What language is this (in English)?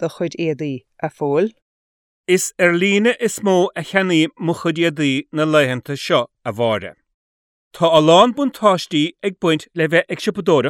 Irish